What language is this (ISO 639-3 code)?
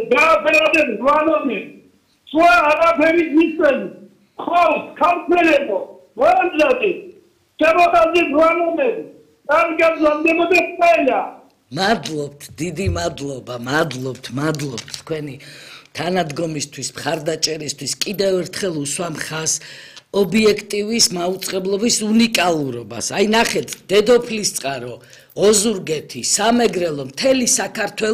kat